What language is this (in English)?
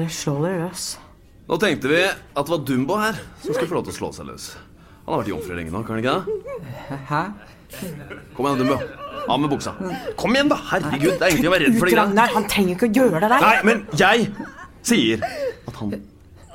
Norwegian